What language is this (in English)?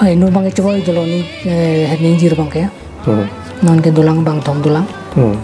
Karbi